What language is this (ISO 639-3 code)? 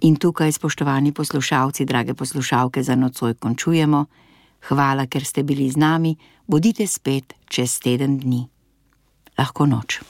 slv